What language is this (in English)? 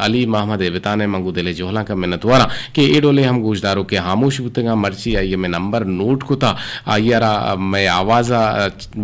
Eastern Balochi